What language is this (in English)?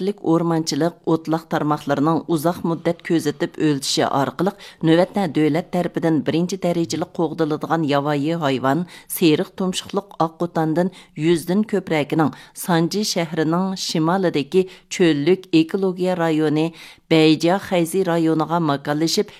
Uyghur